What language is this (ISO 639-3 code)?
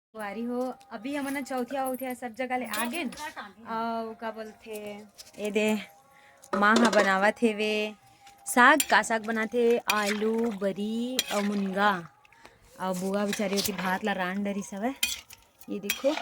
hne